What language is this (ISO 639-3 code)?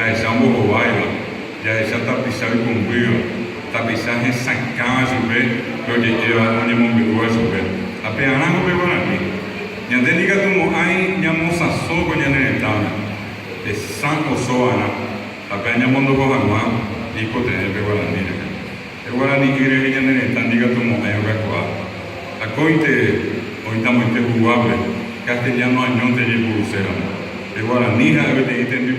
grn